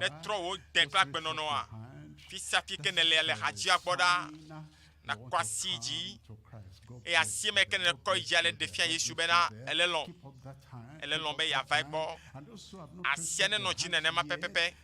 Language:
Ewe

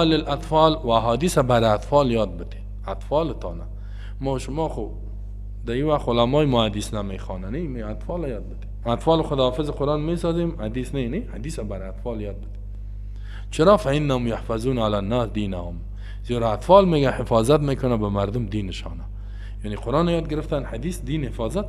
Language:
Persian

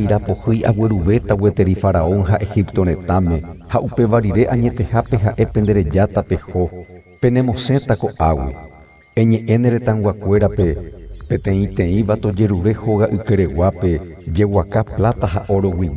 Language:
Guarani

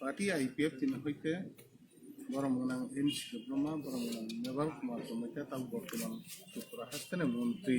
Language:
Kok Borok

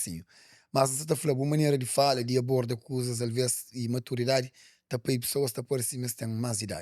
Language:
Kabuverdianu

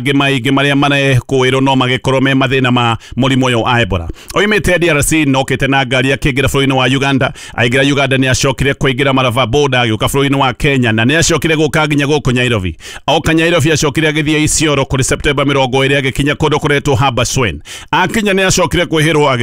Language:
Kikuyu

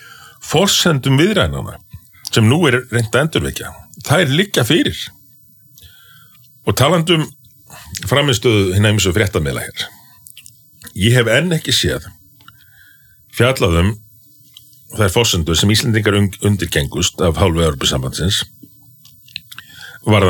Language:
Icelandic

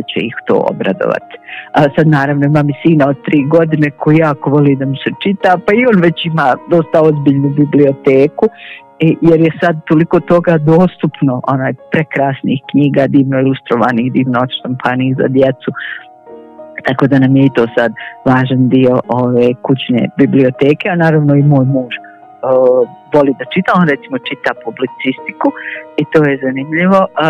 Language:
Bosnian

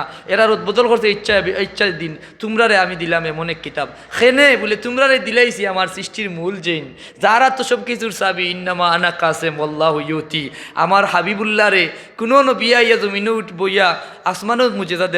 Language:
Sylheti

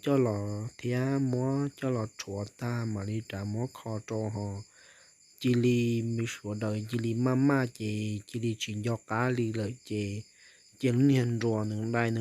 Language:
Hmong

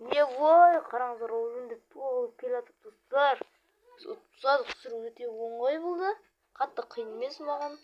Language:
Kazakh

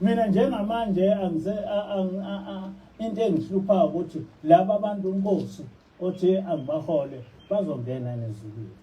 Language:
Zulu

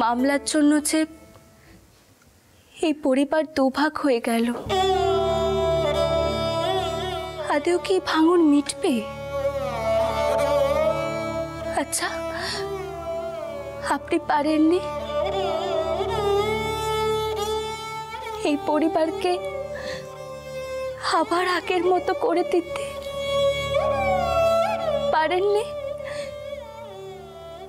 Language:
Bangla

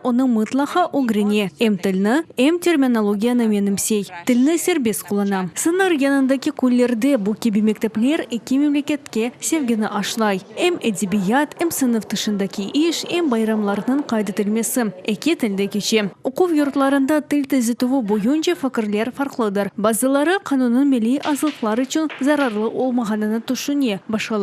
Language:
Crimean Tatar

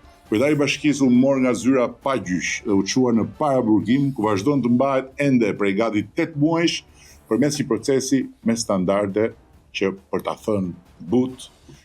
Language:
Albanian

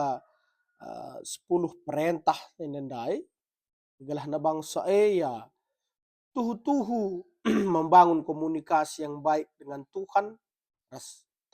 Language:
Batak Karo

